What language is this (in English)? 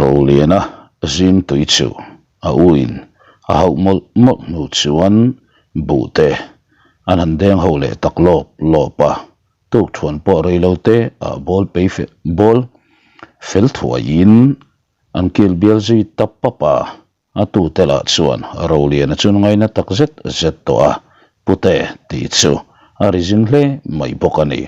Mizo